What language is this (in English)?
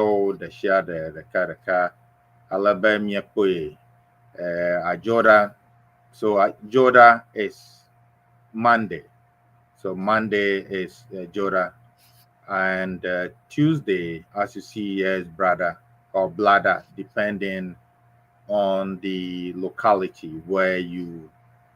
Ewe